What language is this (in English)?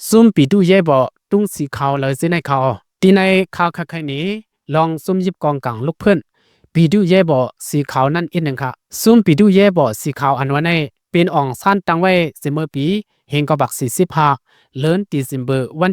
Shan